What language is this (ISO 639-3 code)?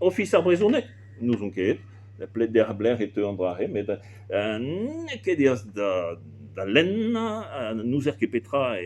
bre